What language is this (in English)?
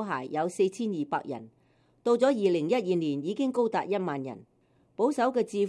Cantonese